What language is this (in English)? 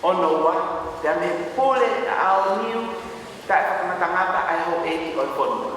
Tongan